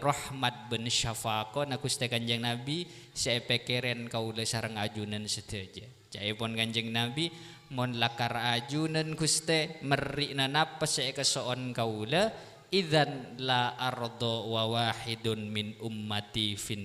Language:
Madurese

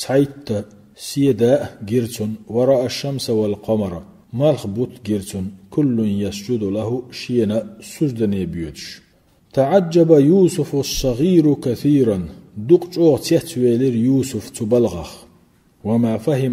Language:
Chechen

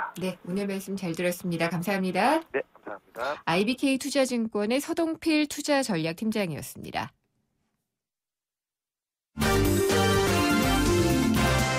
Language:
Korean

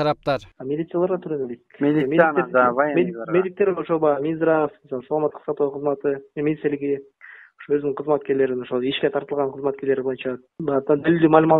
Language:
Kyrgyz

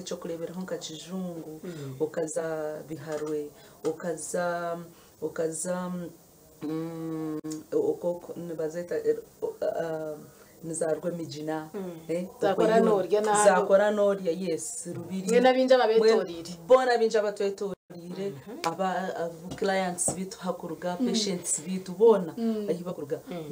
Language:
Nyankole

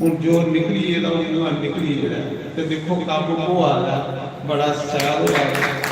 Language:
Dogri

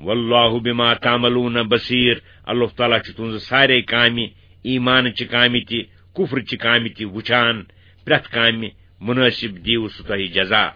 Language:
Kashmiri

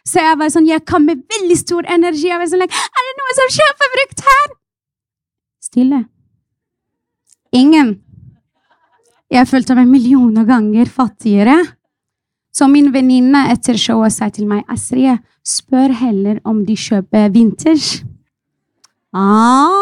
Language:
Norwegian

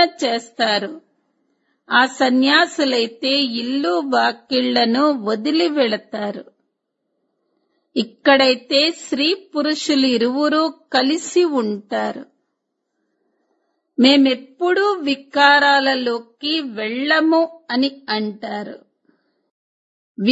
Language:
Telugu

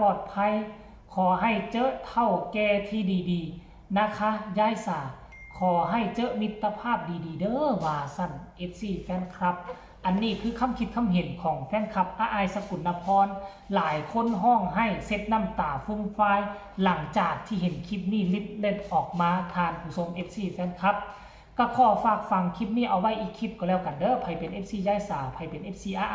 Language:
Northeastern Thai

